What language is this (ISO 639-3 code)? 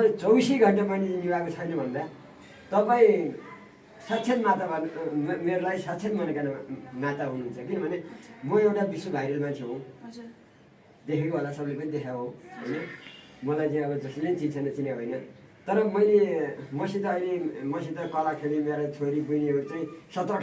nep